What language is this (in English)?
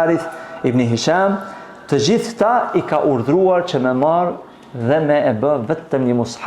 Albanian